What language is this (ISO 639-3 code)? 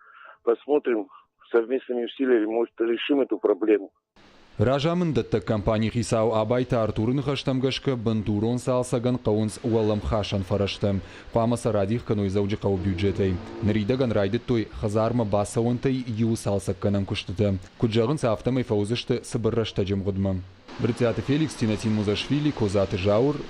oss